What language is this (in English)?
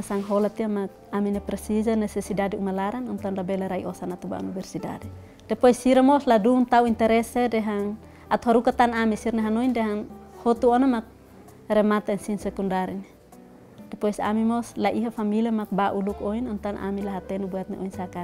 Tetum